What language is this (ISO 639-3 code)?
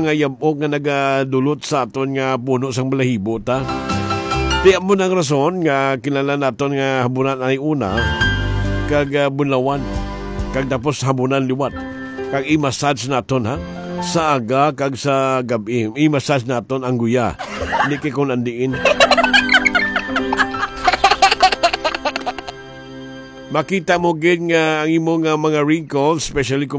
hil